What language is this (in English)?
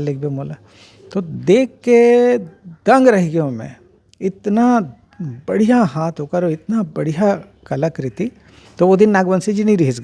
Chhattisgarhi